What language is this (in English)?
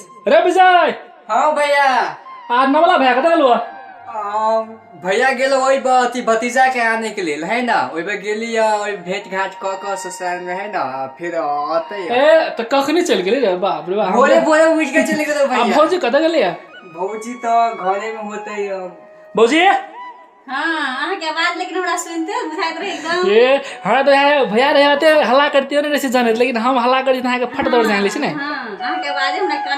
Maithili